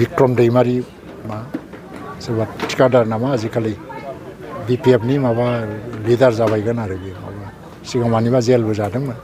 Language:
Bodo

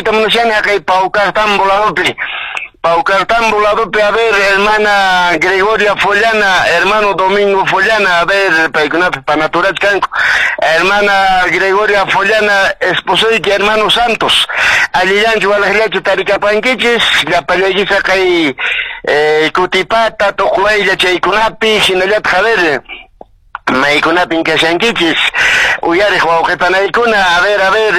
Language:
Quechua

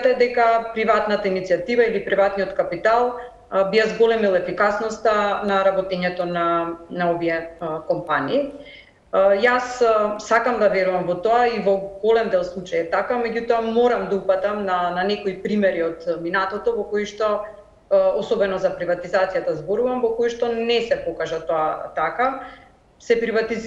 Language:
Macedonian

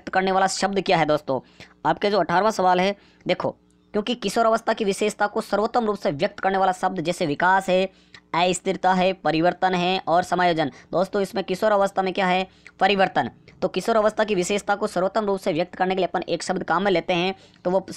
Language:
Hindi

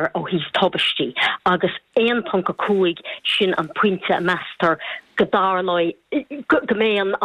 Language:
Irish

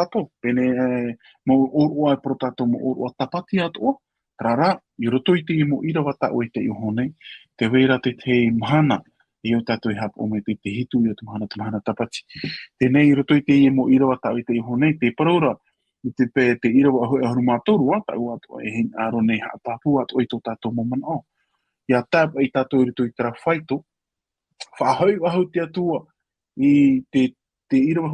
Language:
Tahitian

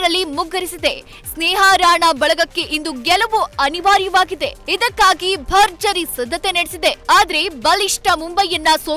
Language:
Kannada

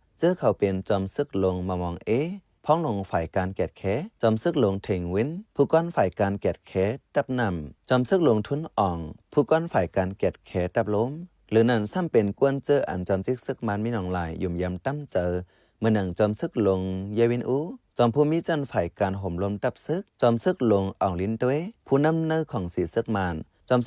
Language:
Shan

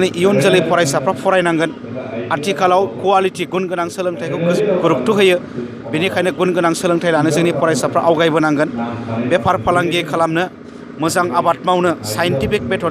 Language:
Bodo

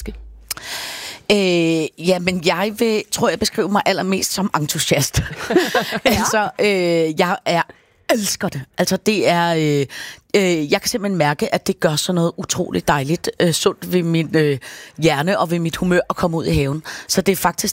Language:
Danish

